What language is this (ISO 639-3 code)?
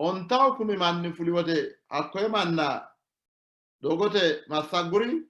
sid